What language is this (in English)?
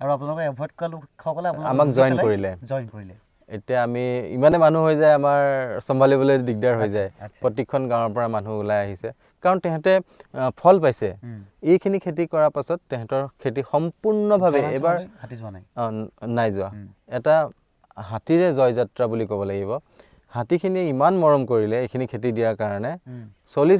Assamese